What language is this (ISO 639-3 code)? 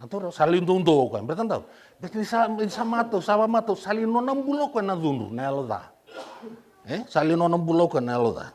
fij